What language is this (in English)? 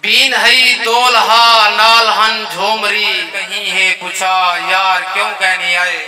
Saraiki